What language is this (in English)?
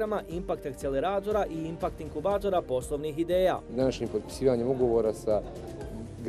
Bosnian